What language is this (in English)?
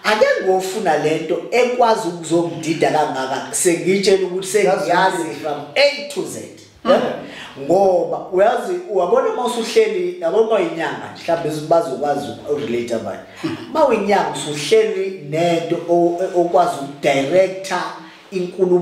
Zulu